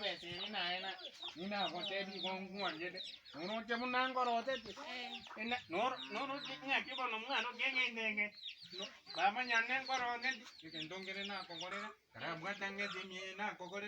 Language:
Gusii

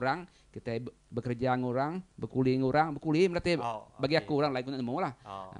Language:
Iban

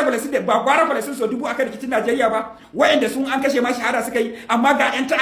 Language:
Hausa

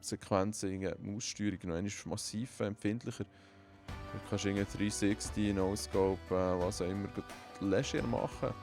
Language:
Swiss German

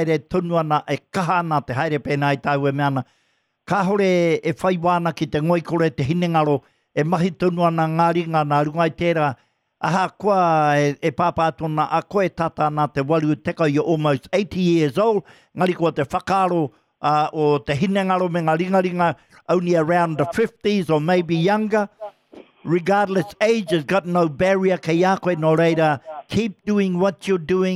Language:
Māori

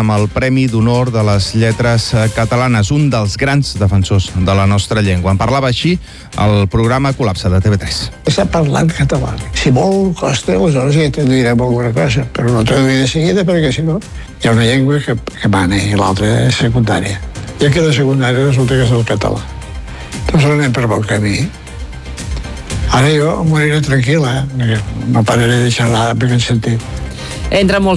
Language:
Catalan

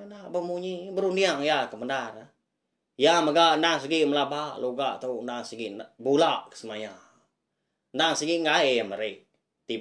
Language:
Iban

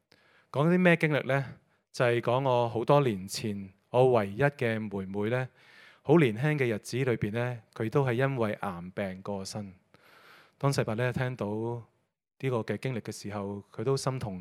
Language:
Cantonese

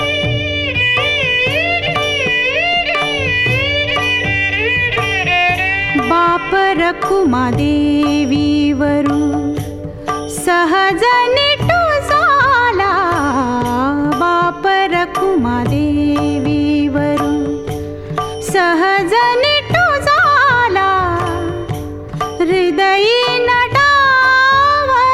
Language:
Marathi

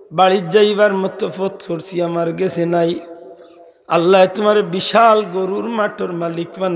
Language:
Sylheti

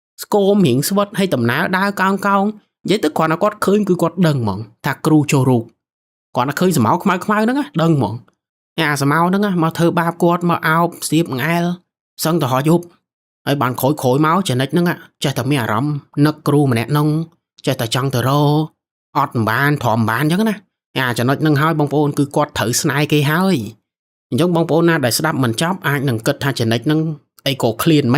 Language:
Khmer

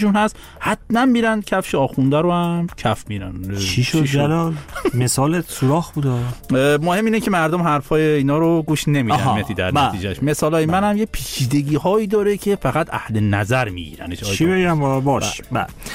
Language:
Persian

